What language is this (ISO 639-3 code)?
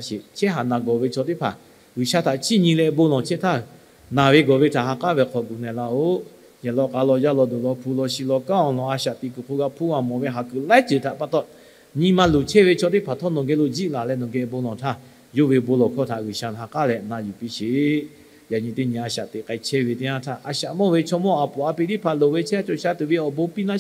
lhu